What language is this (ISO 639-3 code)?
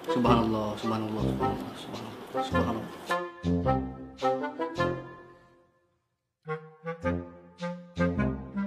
msa